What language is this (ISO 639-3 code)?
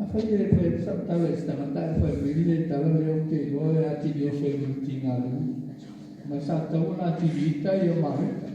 smo